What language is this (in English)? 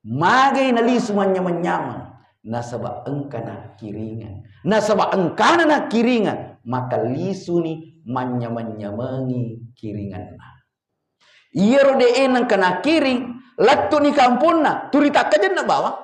Buginese